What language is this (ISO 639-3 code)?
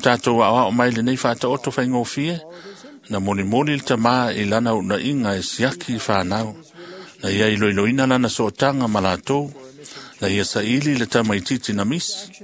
smo